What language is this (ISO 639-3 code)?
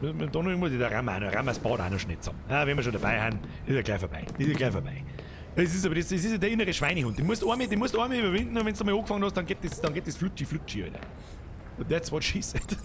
bar